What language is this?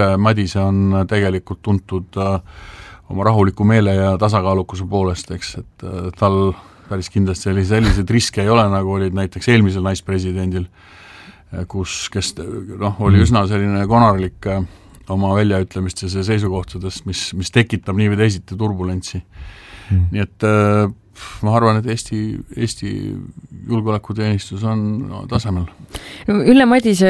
Estonian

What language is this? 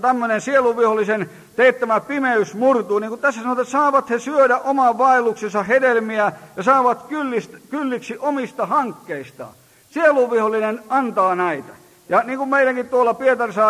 Finnish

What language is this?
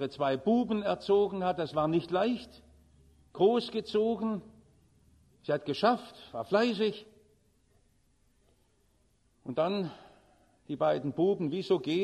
German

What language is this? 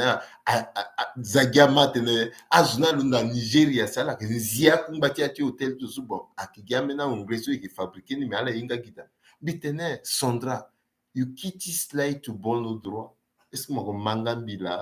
Sango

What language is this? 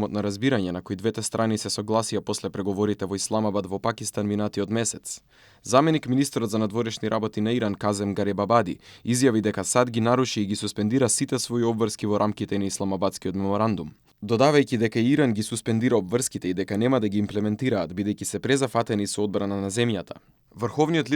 Macedonian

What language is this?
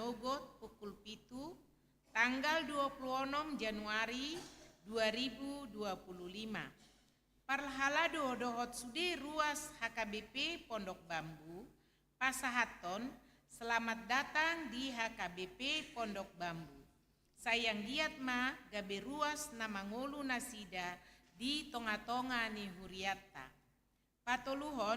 Batak Toba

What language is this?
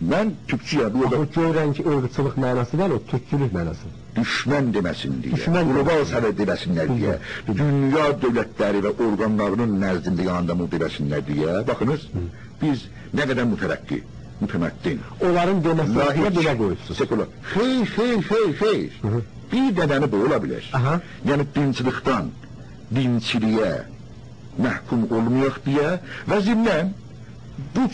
South Azerbaijani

